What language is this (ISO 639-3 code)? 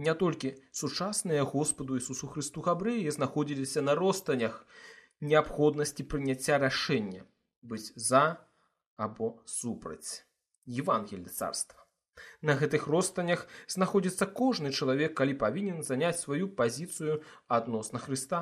bel